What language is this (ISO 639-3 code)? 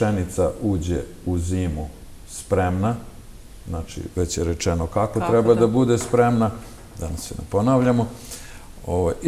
srp